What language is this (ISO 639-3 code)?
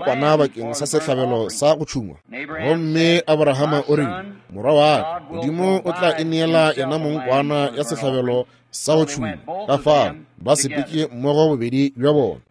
nso